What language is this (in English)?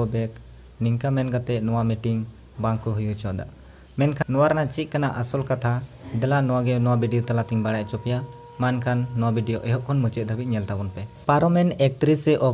Santali